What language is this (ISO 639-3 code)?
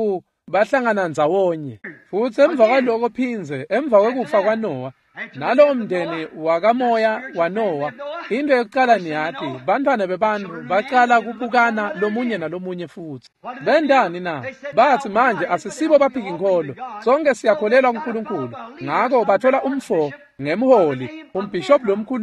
ssw